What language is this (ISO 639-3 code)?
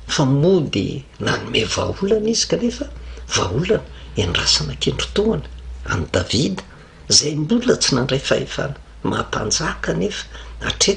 mlg